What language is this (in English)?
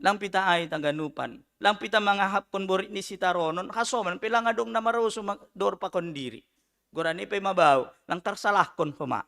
Batak Simalungun